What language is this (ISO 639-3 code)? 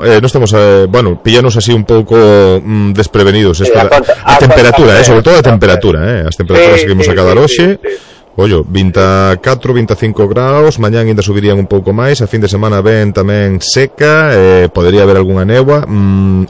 glg